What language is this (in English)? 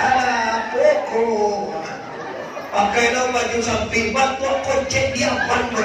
Minangkabau